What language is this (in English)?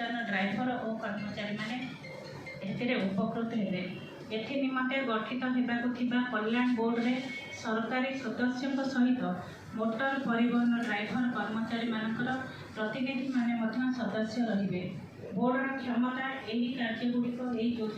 Odia